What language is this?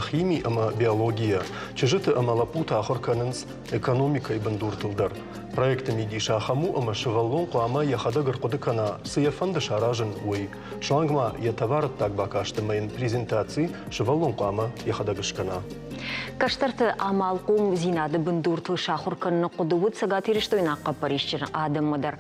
Ossetic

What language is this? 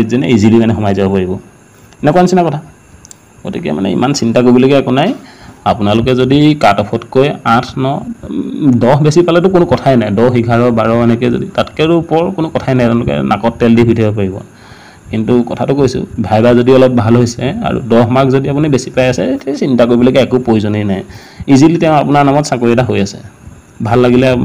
Assamese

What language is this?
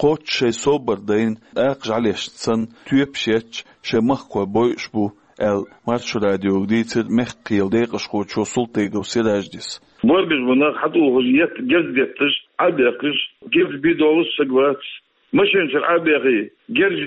Chechen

